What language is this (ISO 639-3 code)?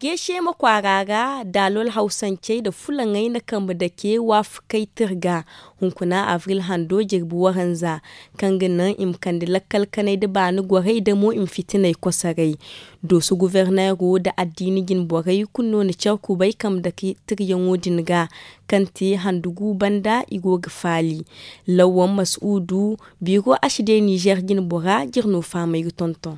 dje